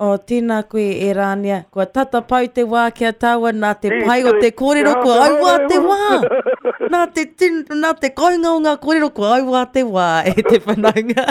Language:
Māori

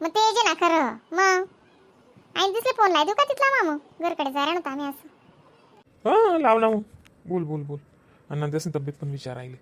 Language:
Khandesi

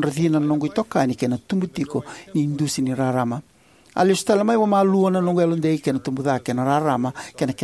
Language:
Fijian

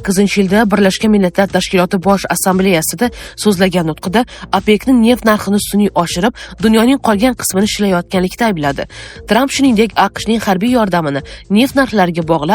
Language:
Uzbek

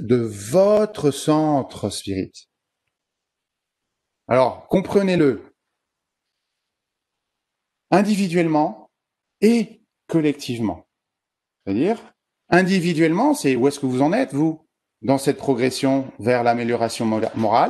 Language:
French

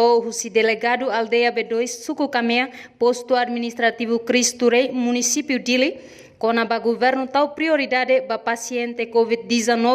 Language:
Tetum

